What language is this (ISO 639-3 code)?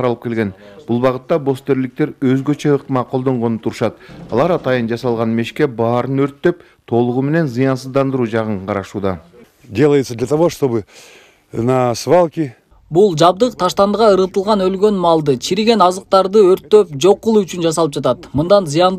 kir